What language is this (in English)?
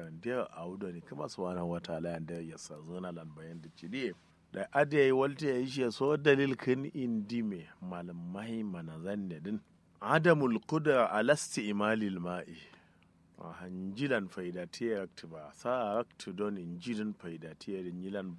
Kanuri